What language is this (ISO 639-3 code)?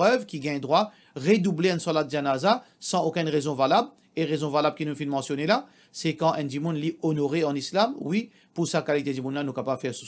mfe